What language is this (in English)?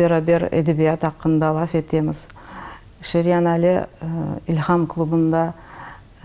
Crimean Tatar